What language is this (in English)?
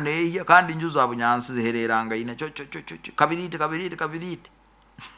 Nyoro